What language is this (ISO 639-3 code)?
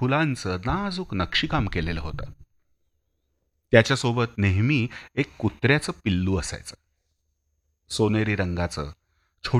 mar